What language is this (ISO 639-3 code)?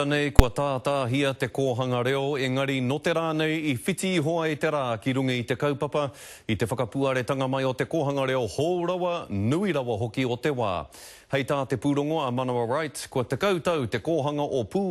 mri